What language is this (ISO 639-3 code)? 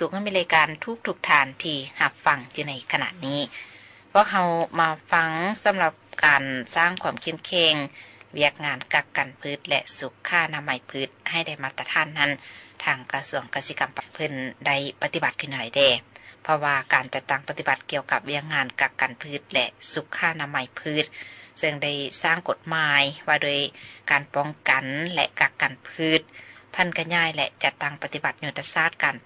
lao